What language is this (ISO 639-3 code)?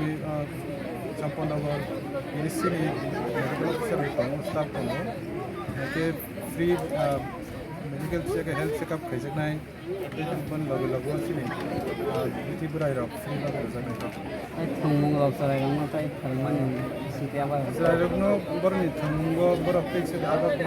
trp